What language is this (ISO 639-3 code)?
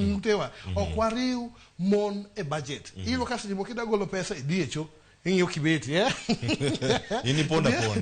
luo